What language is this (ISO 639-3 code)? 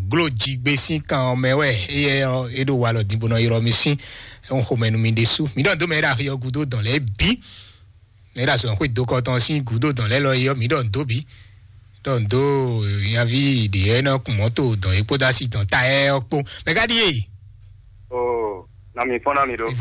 fon